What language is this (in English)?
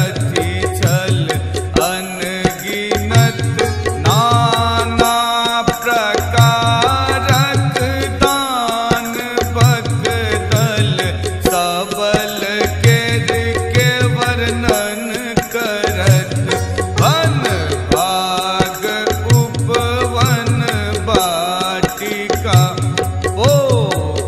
Maithili